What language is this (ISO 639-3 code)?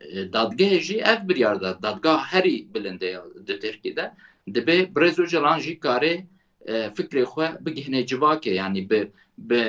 kur